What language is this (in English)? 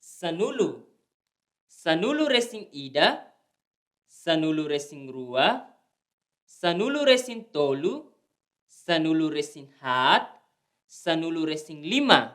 Tetum